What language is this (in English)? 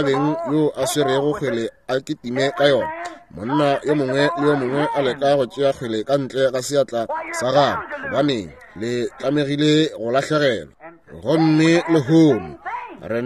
Northern Sotho